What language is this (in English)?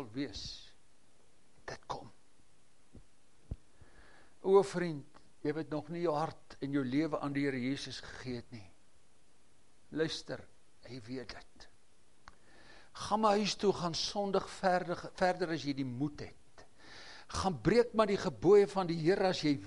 Afrikaans